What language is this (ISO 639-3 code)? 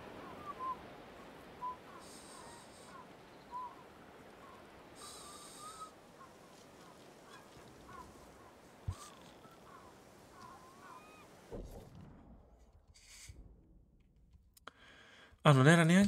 ita